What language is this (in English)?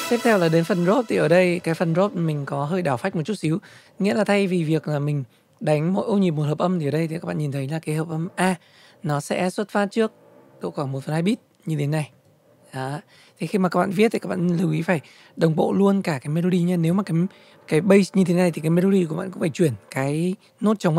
Vietnamese